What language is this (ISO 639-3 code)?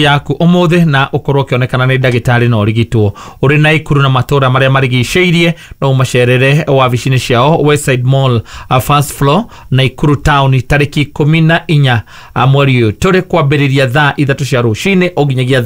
kik